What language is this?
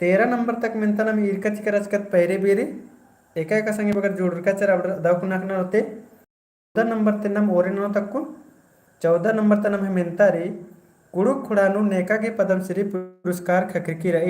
Kurukh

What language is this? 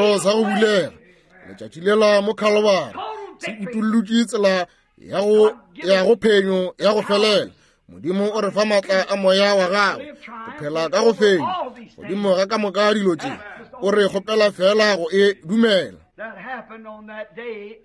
Northern Sotho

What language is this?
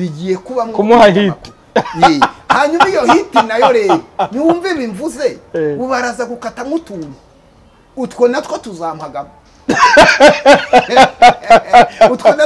Kinyarwanda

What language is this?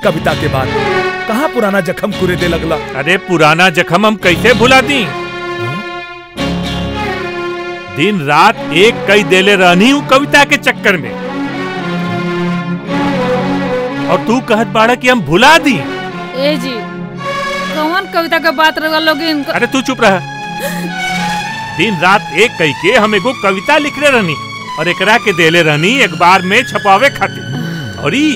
Bhojpuri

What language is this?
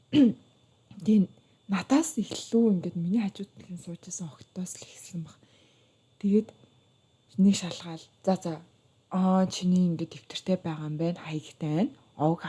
Mongolian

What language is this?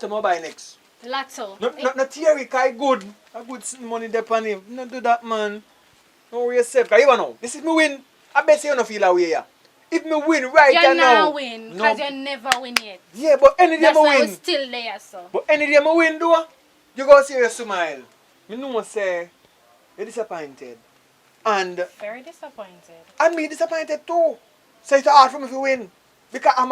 Jamaican Creole English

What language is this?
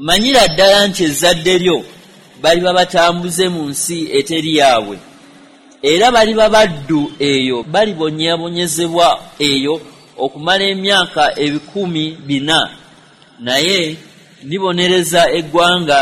Ganda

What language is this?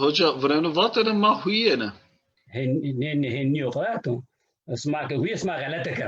Zaza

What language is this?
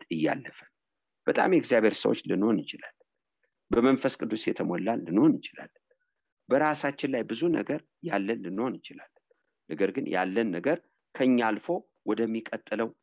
Amharic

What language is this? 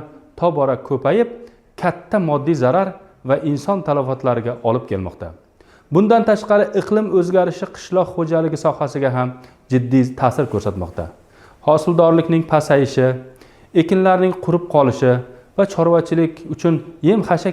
Uzbek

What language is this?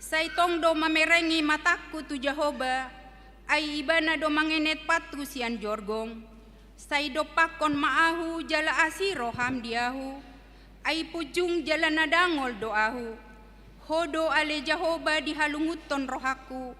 Batak Toba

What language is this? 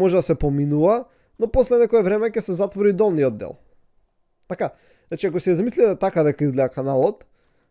Macedonian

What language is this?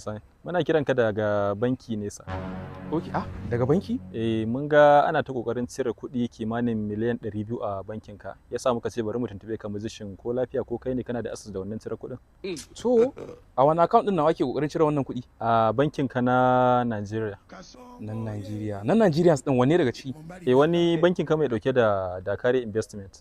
Hausa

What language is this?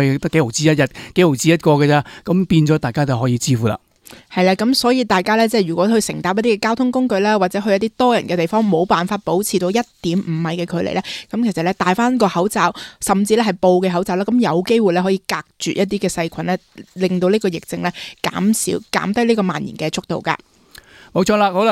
Cantonese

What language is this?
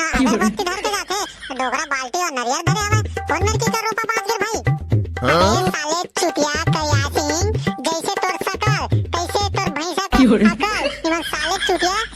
Chhattisgarhi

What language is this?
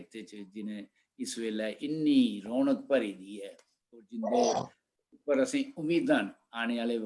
Dogri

